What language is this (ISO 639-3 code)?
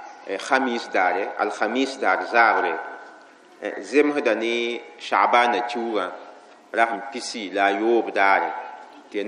mos